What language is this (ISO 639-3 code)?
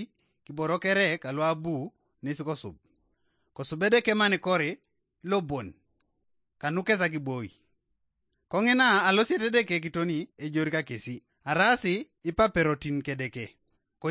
teo